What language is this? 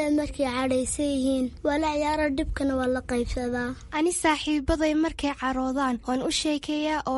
Somali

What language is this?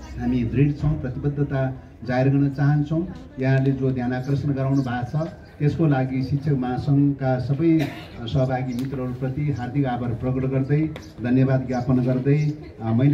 Nepali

